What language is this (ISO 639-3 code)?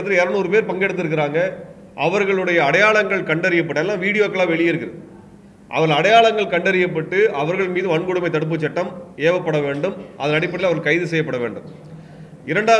tam